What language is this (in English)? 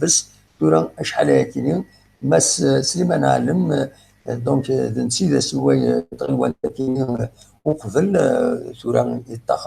Kabyle